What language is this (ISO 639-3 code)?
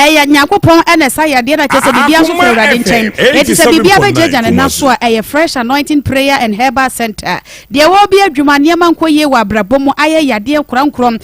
aka